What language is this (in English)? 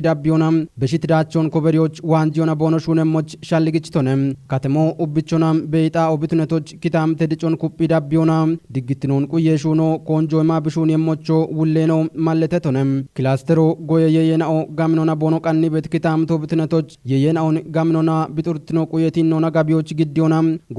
Kafa